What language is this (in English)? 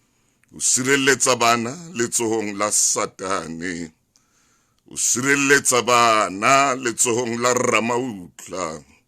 Southern Sotho